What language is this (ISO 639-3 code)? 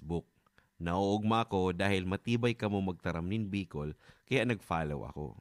bik